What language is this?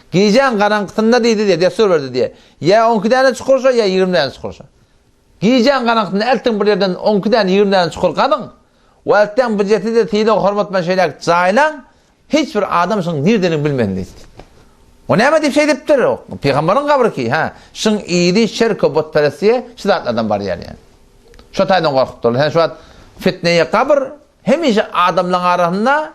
Turkmen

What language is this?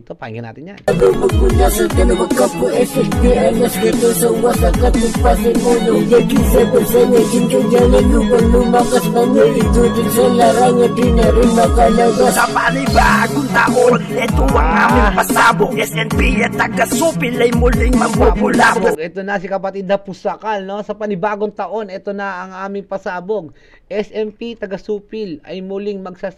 Filipino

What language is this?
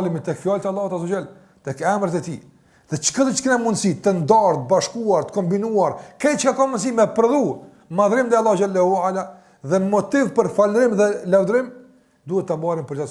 Albanian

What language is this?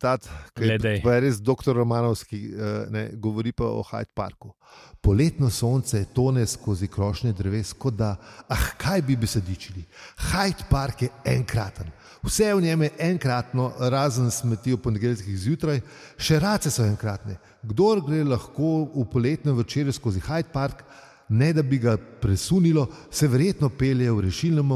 Slovenian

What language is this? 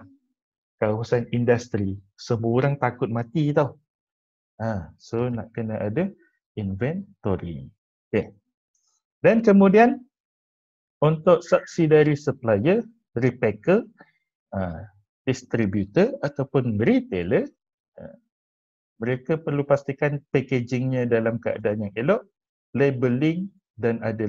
Malay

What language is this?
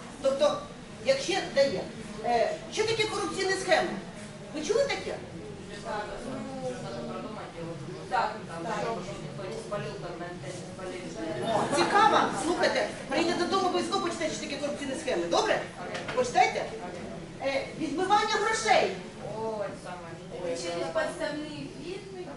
Ukrainian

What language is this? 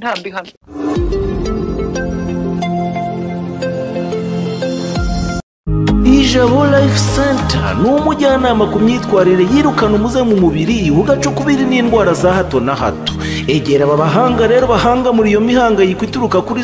Kinyarwanda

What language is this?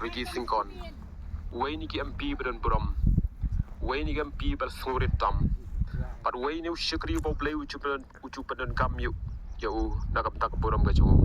Khasi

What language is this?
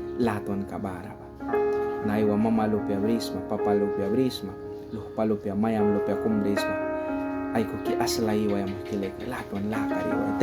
Mískito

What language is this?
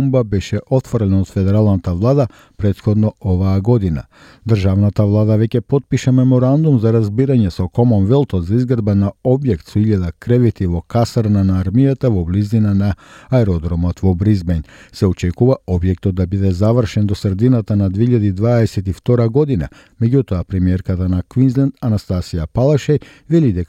Macedonian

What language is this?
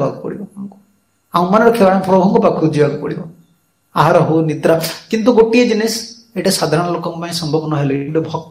Odia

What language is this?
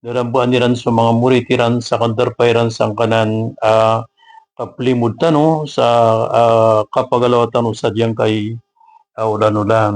Maranao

